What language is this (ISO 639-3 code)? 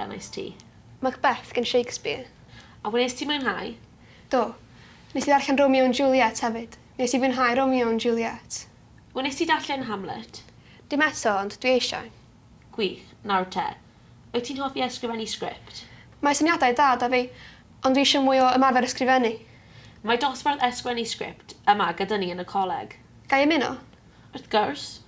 cym